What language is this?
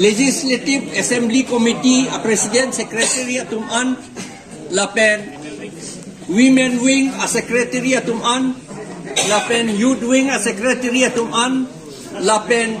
Karbi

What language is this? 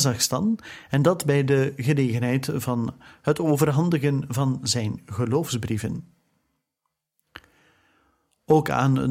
Dutch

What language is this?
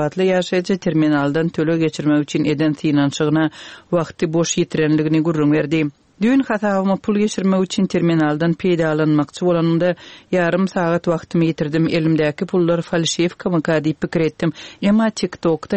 Turkmen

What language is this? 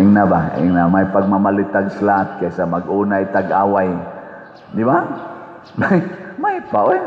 Cebuano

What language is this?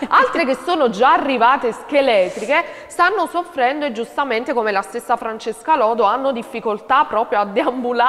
Italian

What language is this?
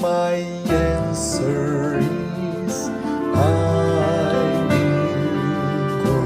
Khasi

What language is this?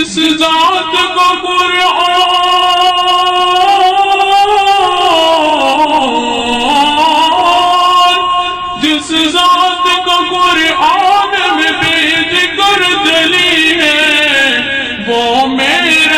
Urdu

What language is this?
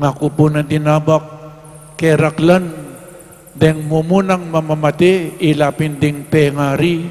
Pampanga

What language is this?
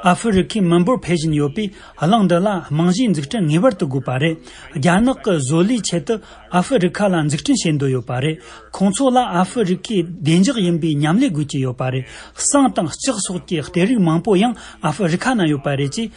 Tibetan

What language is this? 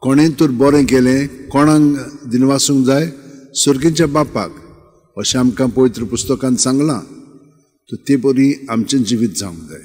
Konkani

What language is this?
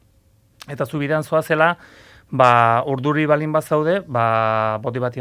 Basque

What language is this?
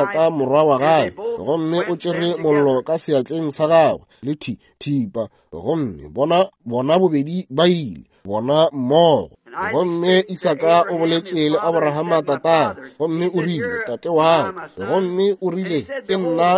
Northern Sotho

